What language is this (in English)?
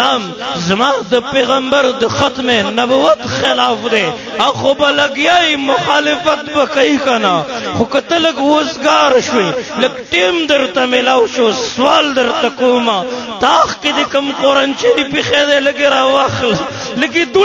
Pashto